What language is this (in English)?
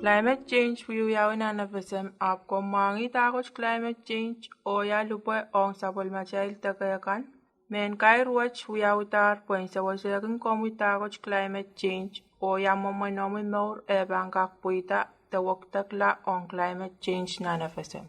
Pohnpeian